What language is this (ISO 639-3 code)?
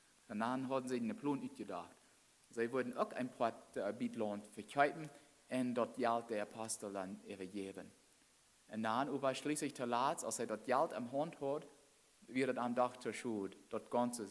pdt